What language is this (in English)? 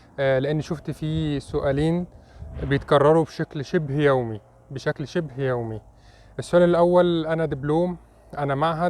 Egyptian Arabic